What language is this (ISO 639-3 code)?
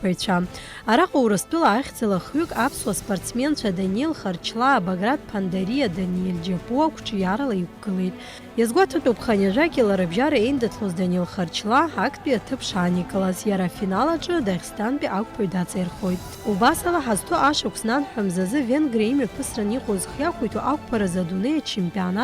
abk